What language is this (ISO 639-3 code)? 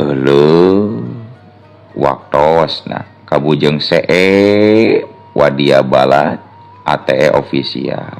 sun